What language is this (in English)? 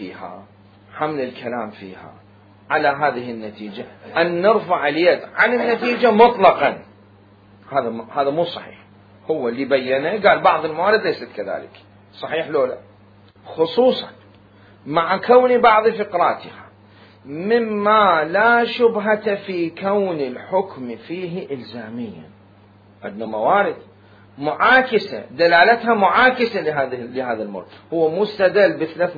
Mesopotamian Arabic